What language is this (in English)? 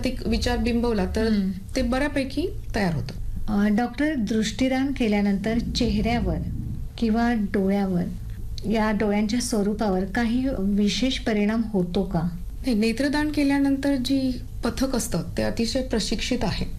Marathi